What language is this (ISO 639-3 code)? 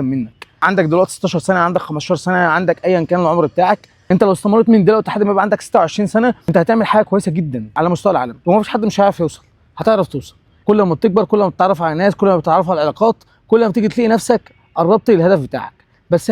arz